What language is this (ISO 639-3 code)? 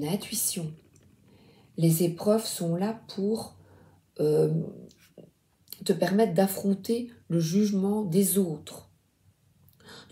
fra